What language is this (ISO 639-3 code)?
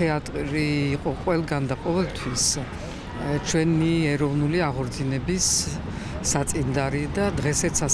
kat